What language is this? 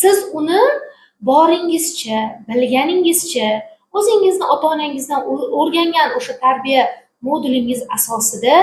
Uzbek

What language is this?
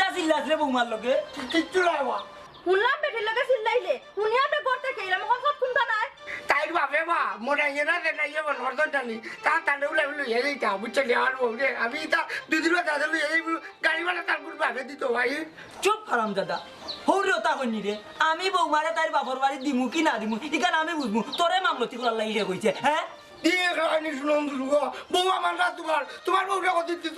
Sylheti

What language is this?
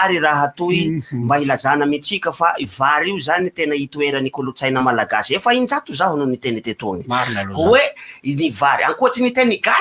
Malagasy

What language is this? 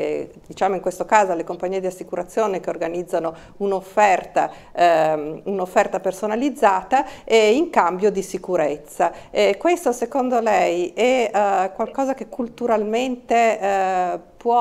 Italian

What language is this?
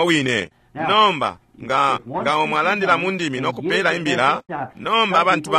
Bemba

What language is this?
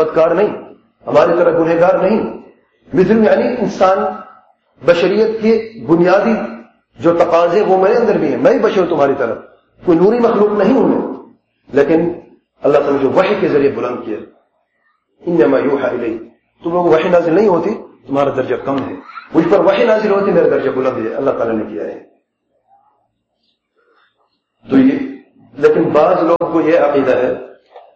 Urdu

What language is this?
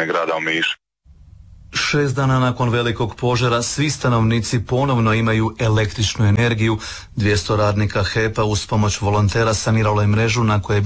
Croatian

